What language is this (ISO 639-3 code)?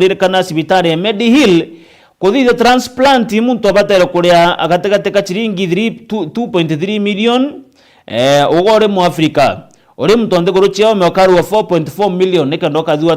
mer